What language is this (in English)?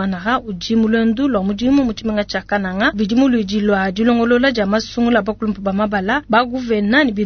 Luba-Lulua